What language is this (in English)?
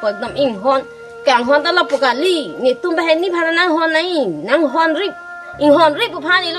Karbi